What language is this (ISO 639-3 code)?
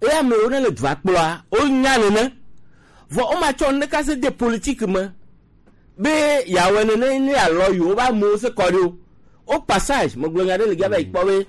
gej